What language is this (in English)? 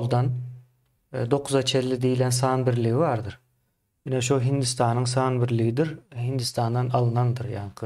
Turkmen